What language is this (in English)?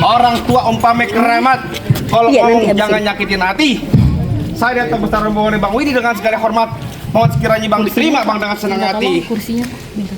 Betawi